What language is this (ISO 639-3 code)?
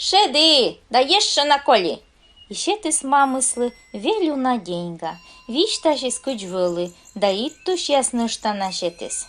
kom